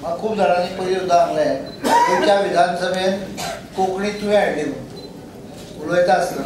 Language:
Konkani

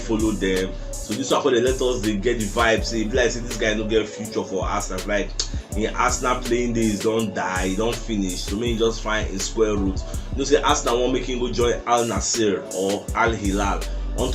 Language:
Nigerian Pidgin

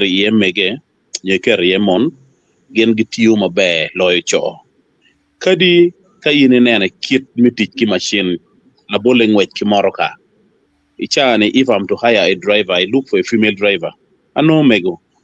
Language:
Acoli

